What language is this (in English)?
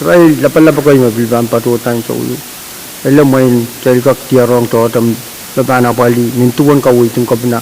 Pohnpeian